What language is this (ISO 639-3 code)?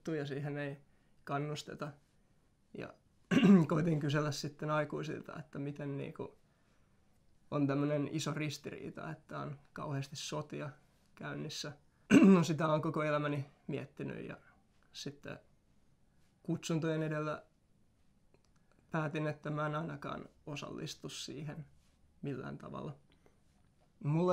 fin